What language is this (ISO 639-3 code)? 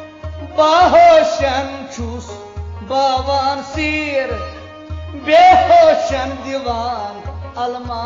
kas